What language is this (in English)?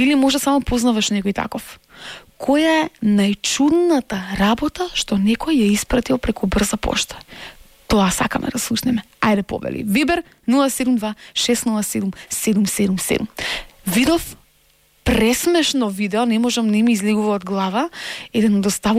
Macedonian